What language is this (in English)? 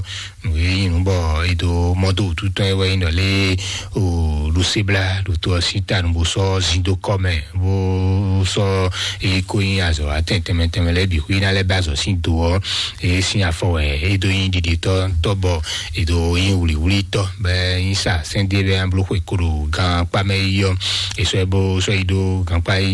Fon